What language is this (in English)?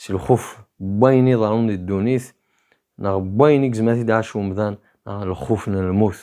Kabyle